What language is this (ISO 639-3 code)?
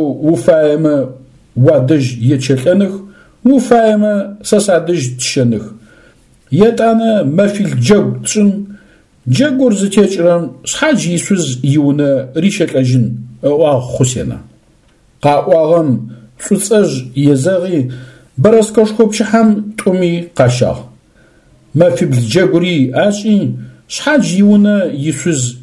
ady